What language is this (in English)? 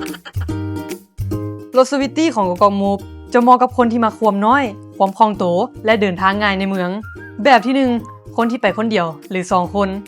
Lao